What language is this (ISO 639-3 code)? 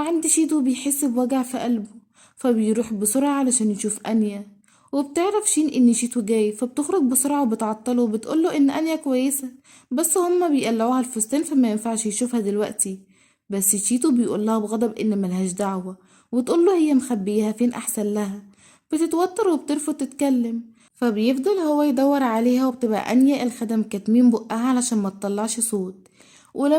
arz